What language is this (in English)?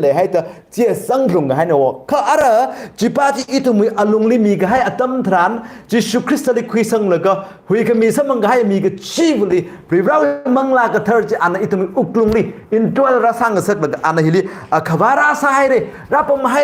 Tangkhul Naga (India)